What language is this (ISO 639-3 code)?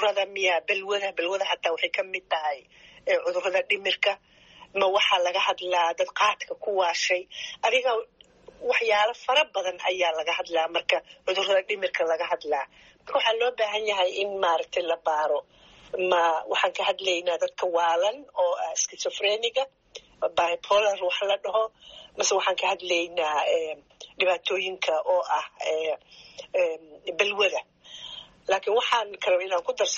som